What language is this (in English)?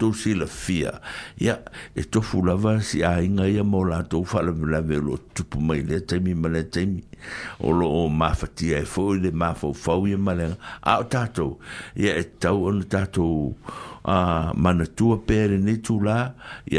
Samoan